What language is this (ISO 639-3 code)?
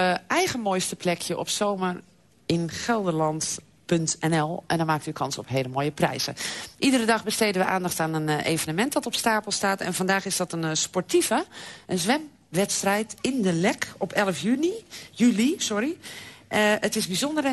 nld